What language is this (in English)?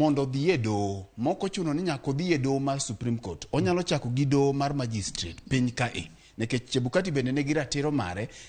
Luo (Kenya and Tanzania)